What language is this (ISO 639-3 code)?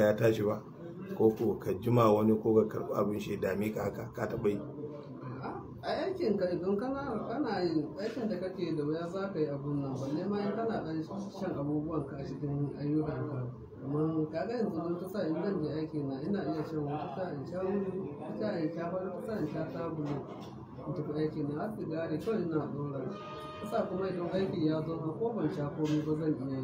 hau